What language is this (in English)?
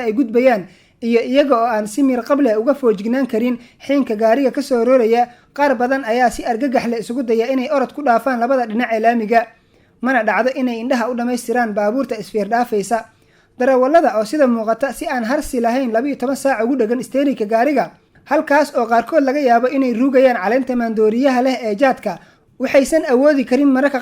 Somali